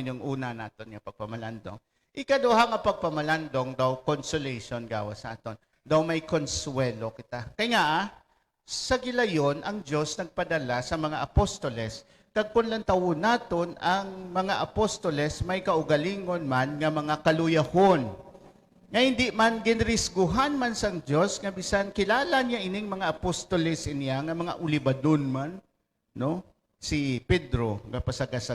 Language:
Hiligaynon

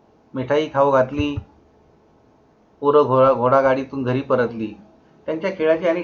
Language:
Marathi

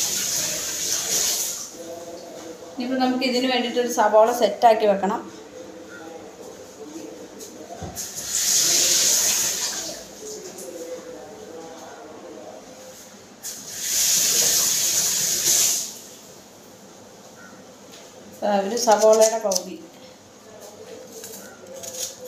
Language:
Malayalam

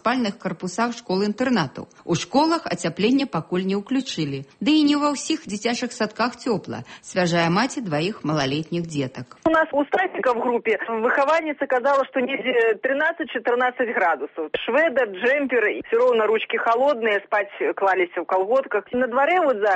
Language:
Belarusian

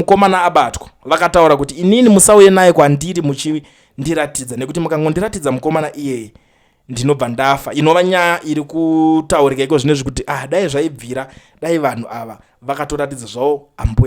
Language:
Shona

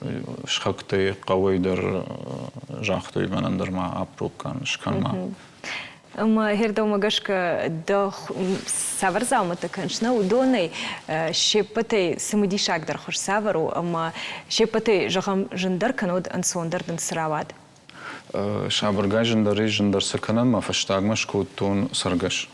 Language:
Ossetic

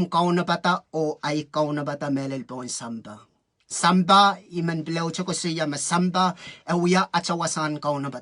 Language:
Pohnpeian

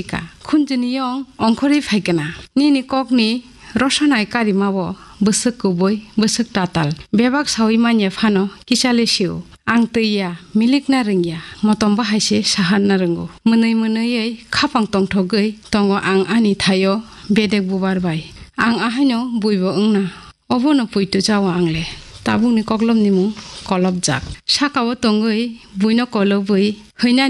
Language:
Kok Borok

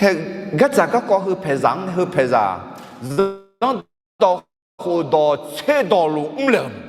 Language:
Akha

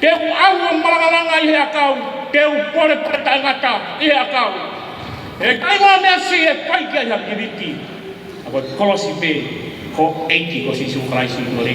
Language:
Tongan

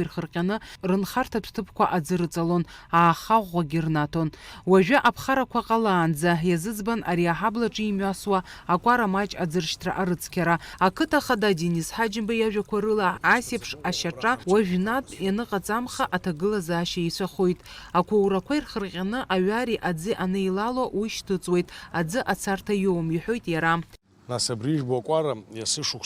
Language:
Abkhazian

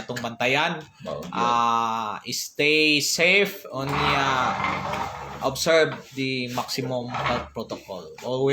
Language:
Cebuano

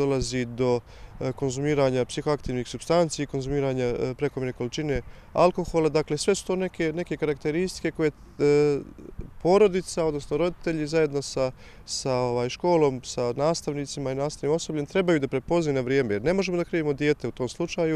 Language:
Bosnian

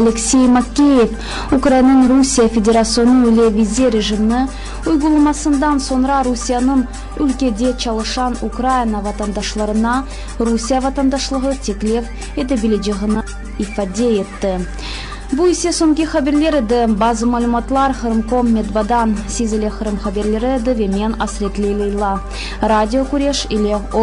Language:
Crimean Tatar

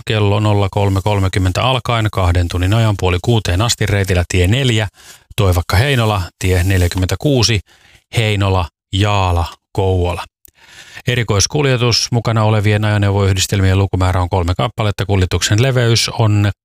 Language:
Finnish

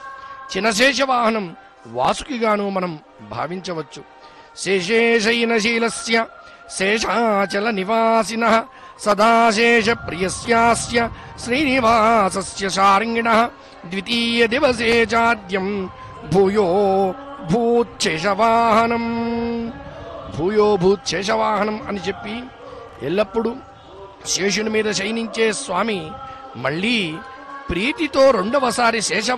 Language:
Telugu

